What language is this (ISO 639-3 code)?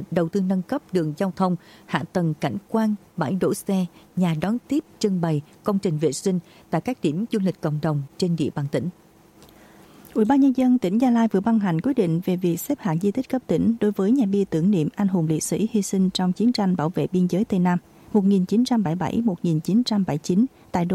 vie